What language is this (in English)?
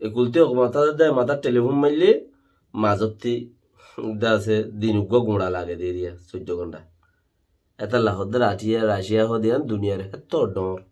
Rohingya